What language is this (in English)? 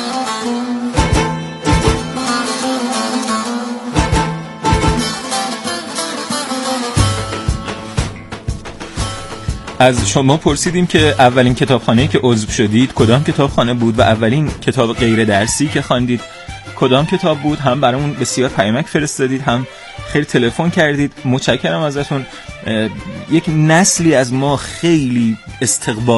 Persian